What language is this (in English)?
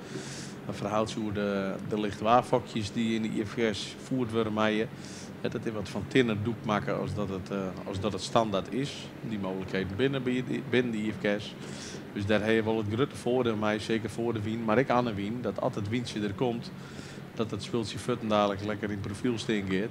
Western Frisian